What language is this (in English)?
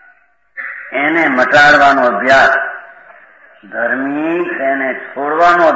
Gujarati